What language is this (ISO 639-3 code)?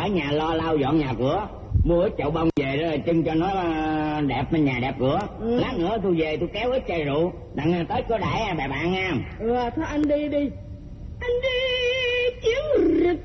vie